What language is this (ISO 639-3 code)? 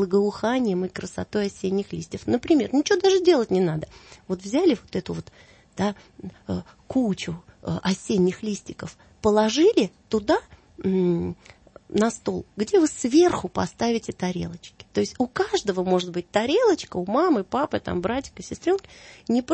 rus